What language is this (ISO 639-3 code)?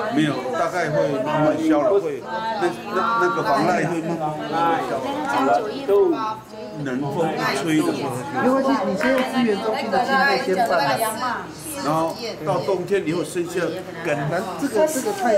zho